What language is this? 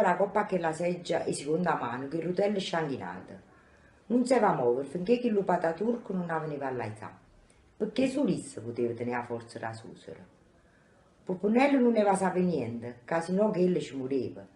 Neapolitan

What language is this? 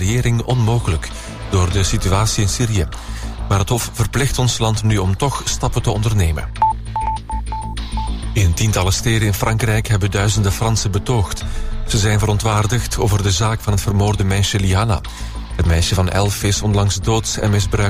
Dutch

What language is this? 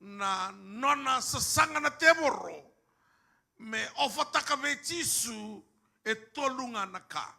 Fijian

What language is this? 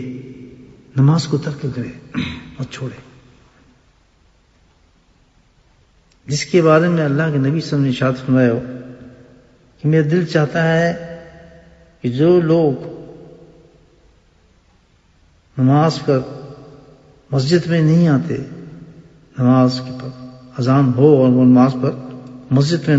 Urdu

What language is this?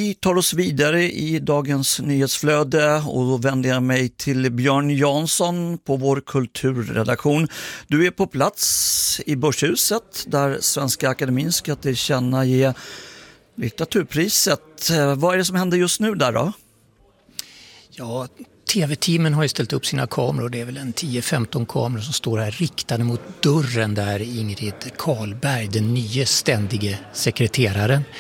Swedish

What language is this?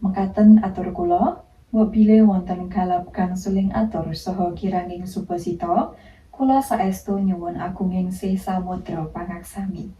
Javanese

